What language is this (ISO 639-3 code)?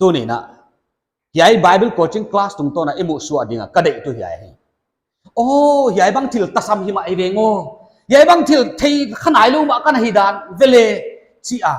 pck